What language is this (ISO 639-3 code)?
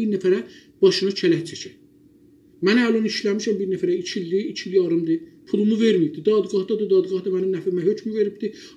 azb